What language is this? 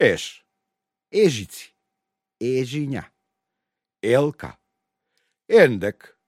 Macedonian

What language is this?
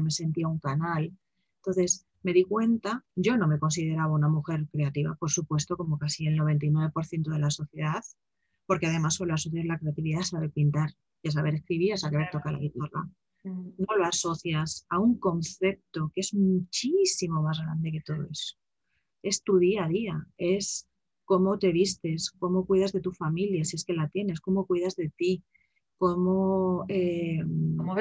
Spanish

